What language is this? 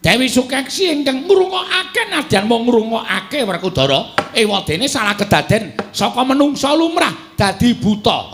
Javanese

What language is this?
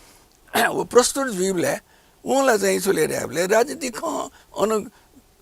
Newari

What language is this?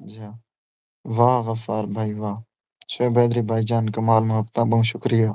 Saraiki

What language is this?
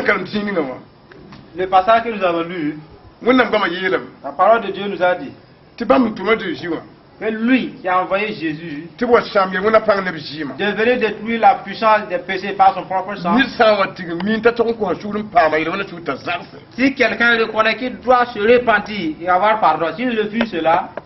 Mossi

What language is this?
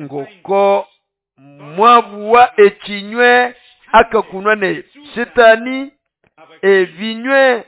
Nande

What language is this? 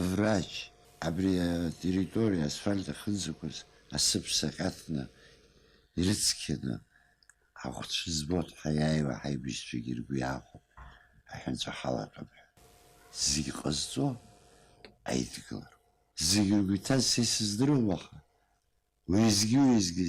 Abkhazian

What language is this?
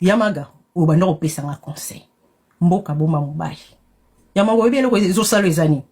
Lingala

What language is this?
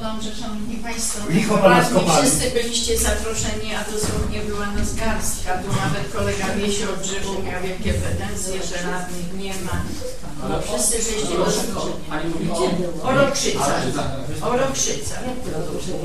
Polish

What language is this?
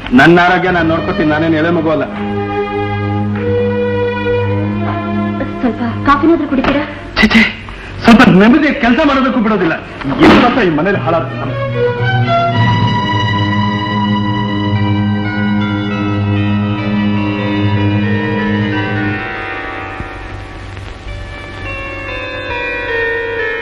Kannada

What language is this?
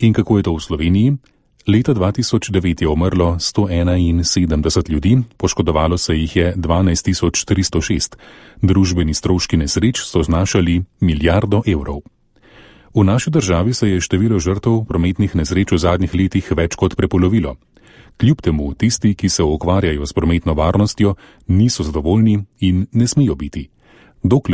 Slovenian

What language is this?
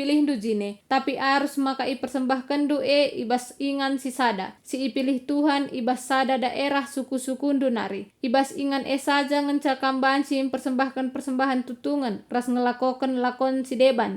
Batak Karo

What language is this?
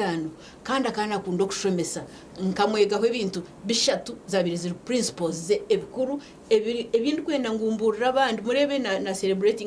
Nyankole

